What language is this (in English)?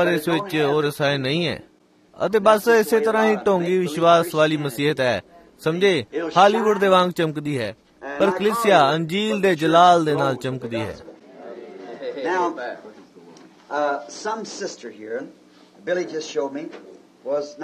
Punjabi